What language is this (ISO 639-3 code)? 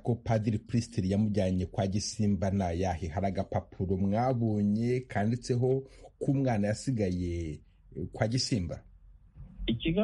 kin